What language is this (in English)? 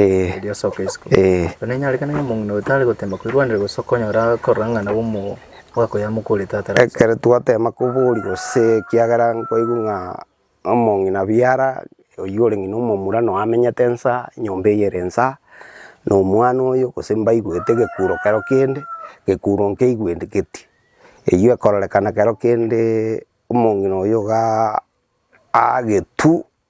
Gusii